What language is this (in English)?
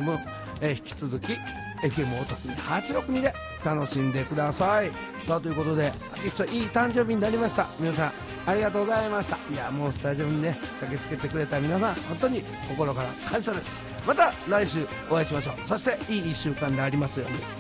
Japanese